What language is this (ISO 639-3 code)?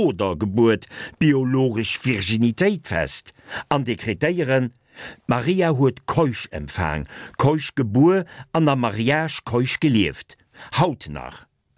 ltz